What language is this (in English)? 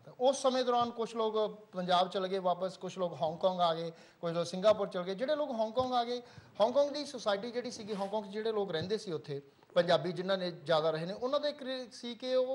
Punjabi